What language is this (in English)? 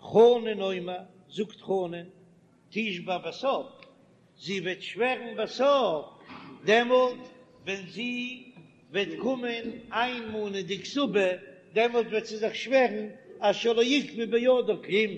Yiddish